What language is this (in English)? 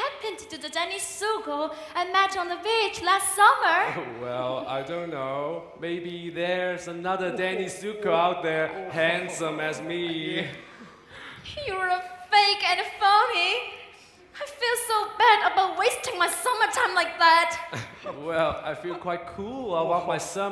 English